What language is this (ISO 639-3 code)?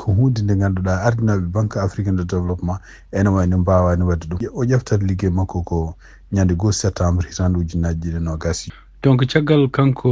ful